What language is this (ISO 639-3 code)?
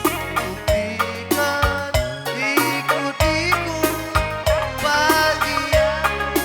btx